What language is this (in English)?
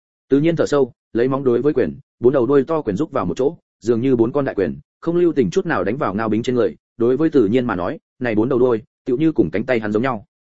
Vietnamese